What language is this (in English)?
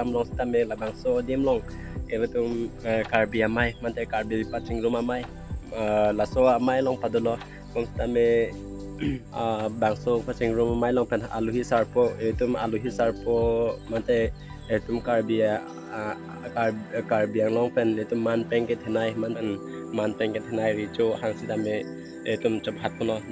Karbi